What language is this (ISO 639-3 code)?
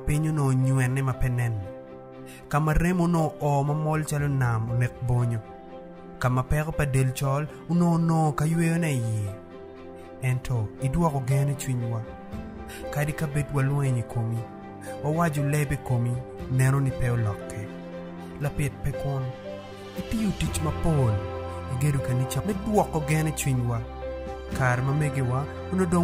ach